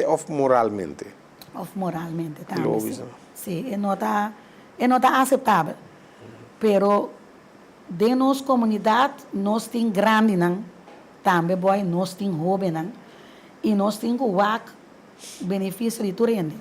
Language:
Papiamento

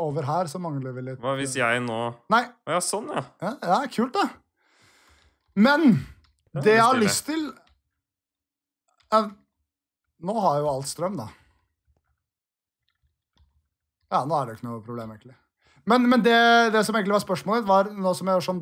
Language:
Norwegian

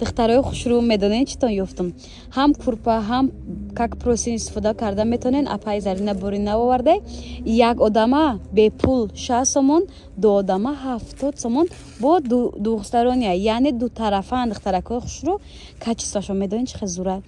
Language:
Tajik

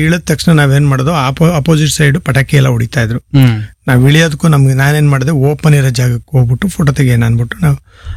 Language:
Kannada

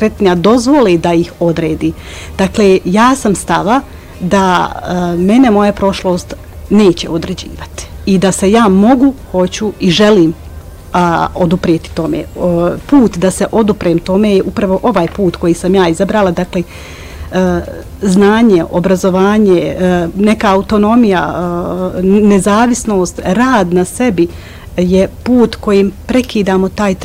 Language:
Croatian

